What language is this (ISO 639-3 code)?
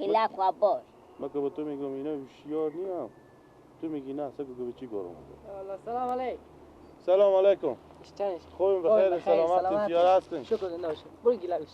fas